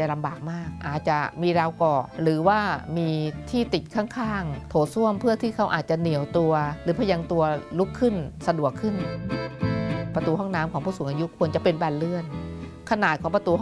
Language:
Thai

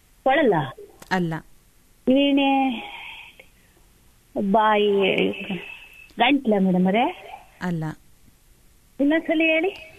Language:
Kannada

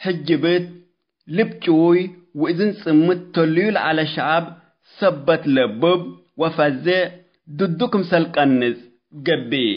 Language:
Tigre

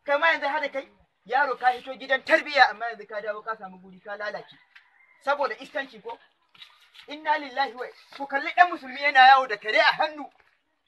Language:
Hausa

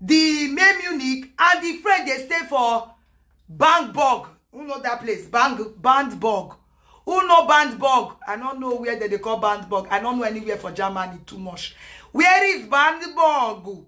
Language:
Nigerian Pidgin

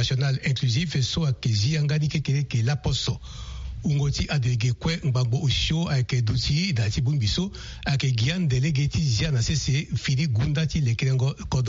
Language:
Sango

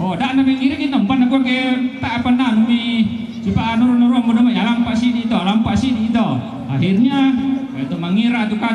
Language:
Toraja-Sa'dan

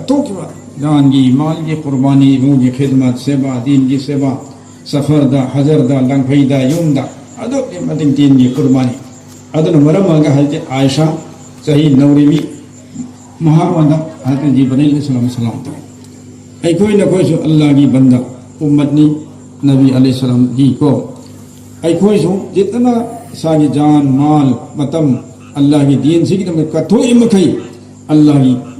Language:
Manipuri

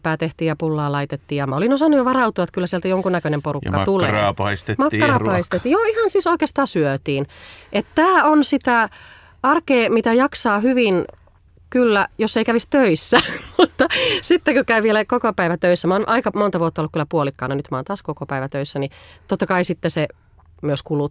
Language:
Finnish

